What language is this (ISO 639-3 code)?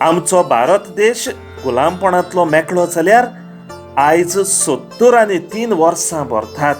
kok